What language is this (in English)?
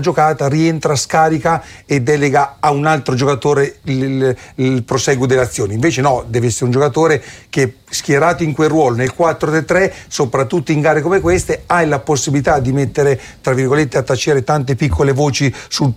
Italian